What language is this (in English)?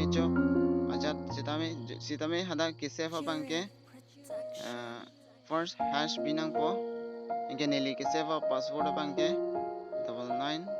Karbi